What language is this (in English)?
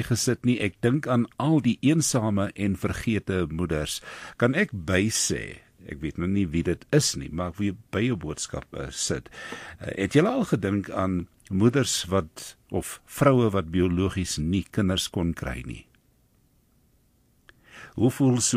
Afrikaans